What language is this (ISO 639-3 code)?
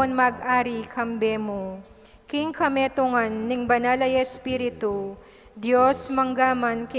pam